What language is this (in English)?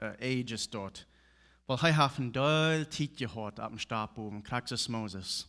Plautdietsch